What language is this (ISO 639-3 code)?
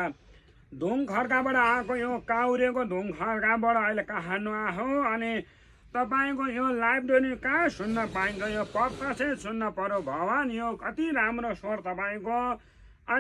nep